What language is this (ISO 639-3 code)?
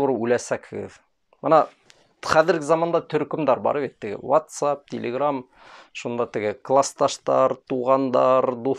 bak